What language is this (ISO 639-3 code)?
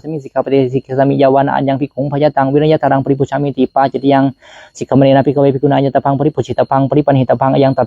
pli